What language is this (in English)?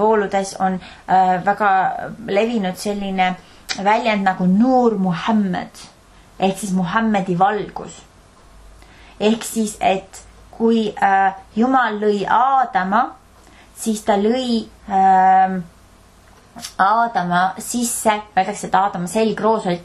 Estonian